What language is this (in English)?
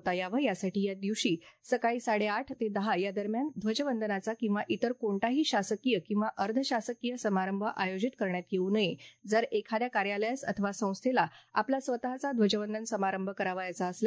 Marathi